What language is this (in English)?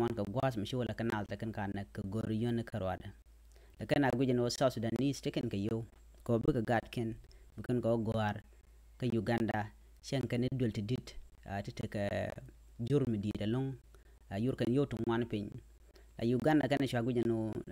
Nuer